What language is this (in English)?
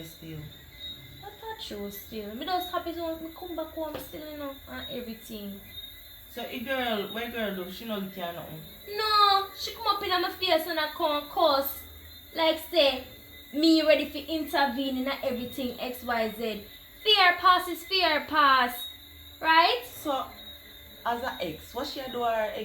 Jamaican Creole English